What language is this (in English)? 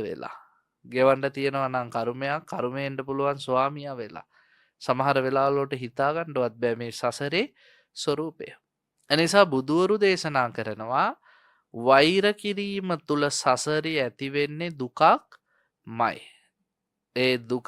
Sinhala